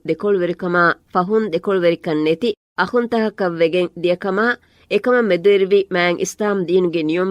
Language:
Divehi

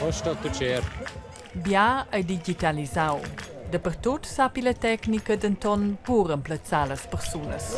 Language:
Romansh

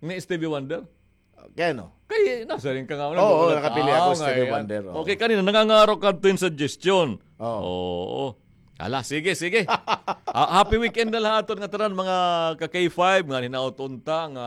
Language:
Waray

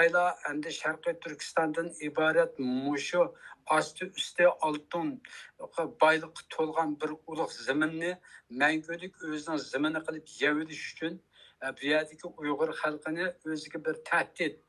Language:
Uyghur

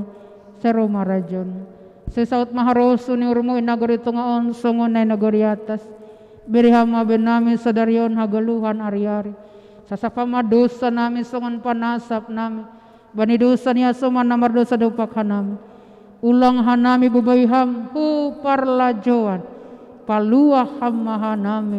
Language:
Batak Simalungun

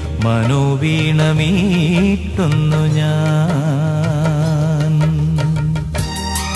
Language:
Malayalam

